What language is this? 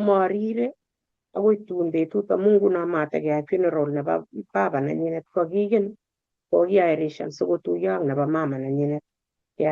Kalenjin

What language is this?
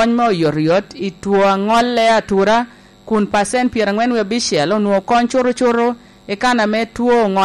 Lango (Uganda)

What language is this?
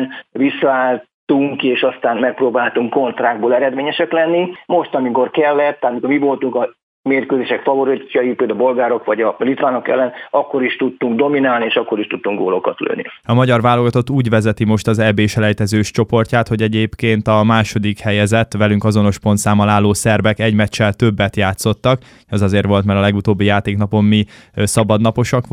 Hungarian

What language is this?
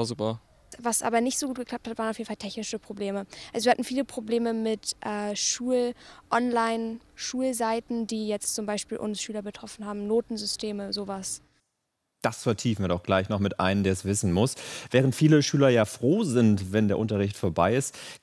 German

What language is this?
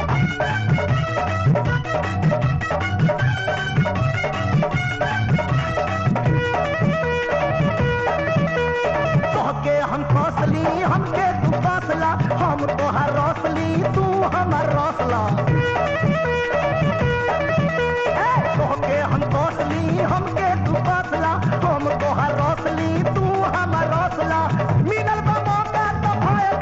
Bhojpuri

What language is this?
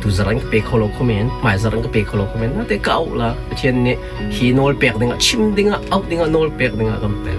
Hakha Chin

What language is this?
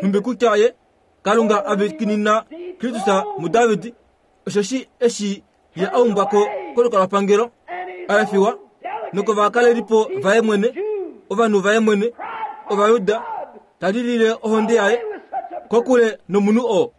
Kuanyama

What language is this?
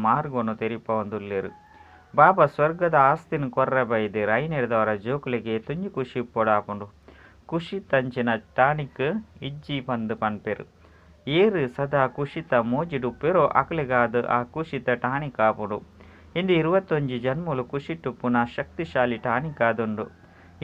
Tulu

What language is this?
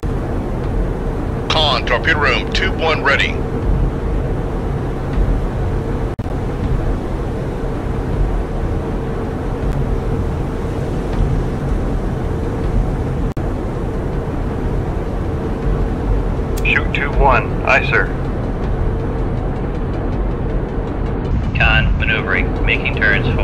English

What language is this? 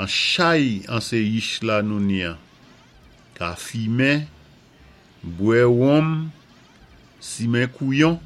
Saint Lucian Creole French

